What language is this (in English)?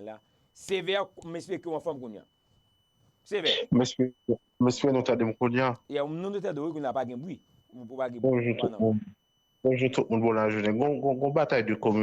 Haitian Creole